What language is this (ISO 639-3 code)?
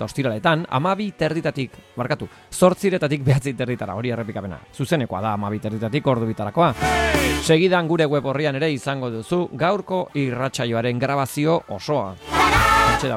eus